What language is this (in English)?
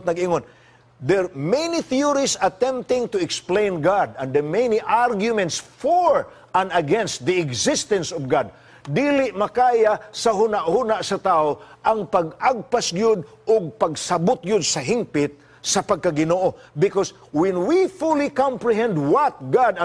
Cebuano